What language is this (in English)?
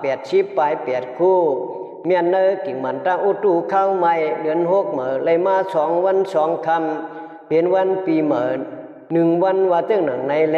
Shan